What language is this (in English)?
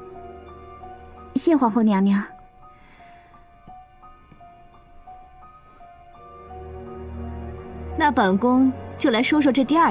Chinese